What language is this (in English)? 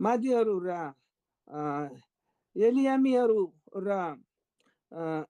Eastern Tamang